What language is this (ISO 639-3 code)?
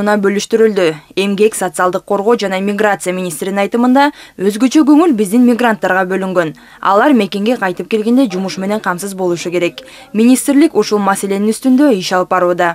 kir